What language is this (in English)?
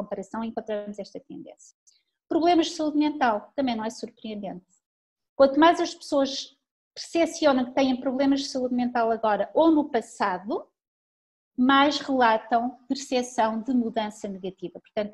Portuguese